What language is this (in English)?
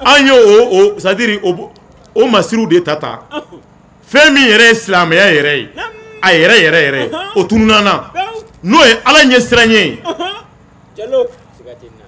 Bambara